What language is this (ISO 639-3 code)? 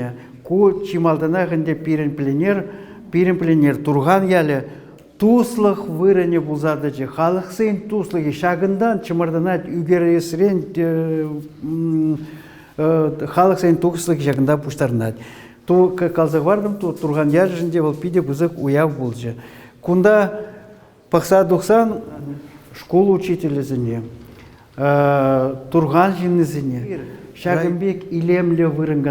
chv